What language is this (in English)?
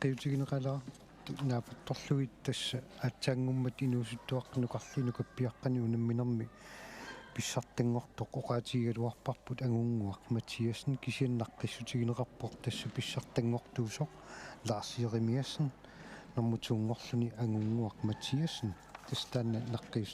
Kalaallisut